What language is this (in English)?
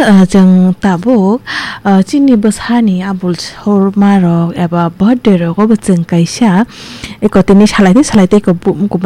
Kok Borok